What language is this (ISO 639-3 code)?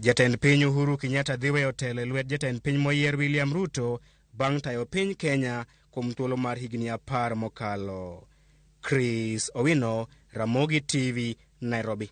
luo